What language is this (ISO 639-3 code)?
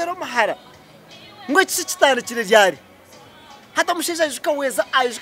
nyn